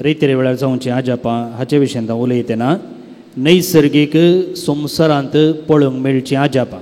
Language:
Konkani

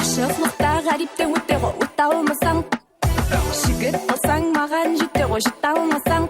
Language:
Kara-Kalpak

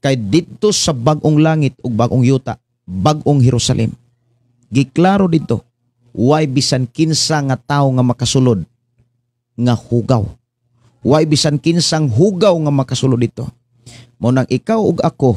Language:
Cebuano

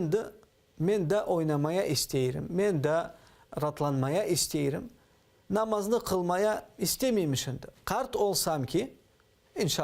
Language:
Crimean Tatar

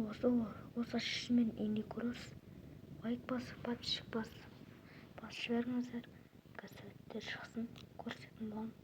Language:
Kazakh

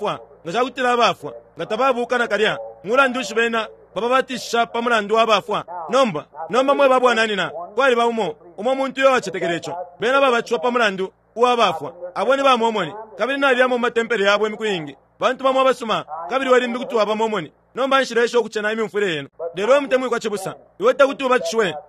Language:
Bemba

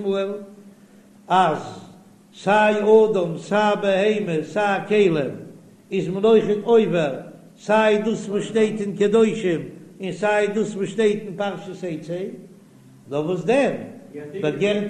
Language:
Yiddish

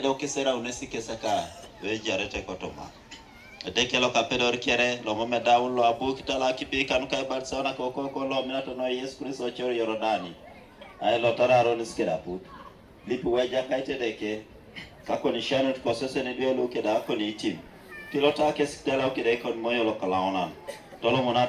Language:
Teso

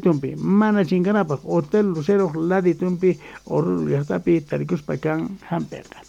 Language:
South Bolivian Quechua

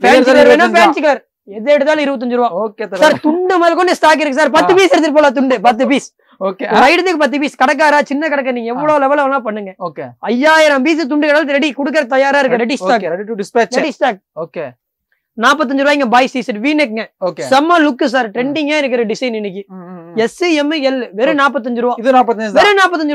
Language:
Tamil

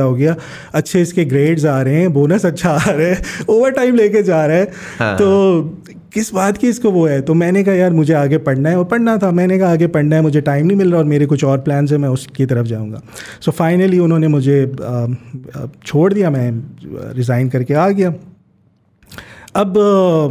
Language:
Hindi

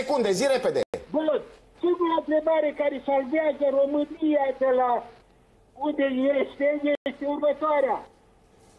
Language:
Romanian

